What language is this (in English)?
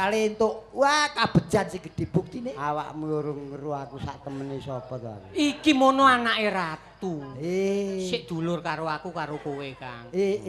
Javanese